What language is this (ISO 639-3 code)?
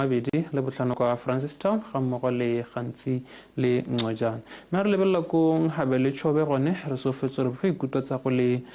tsn